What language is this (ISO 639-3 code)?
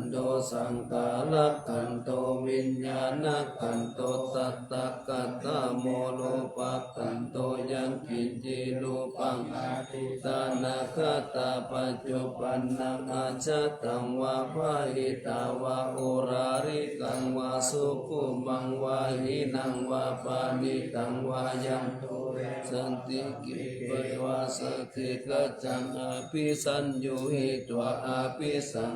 pli